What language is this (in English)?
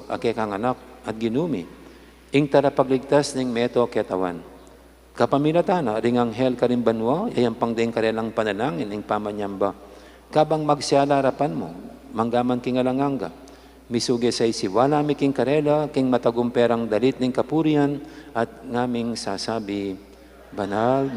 Pampanga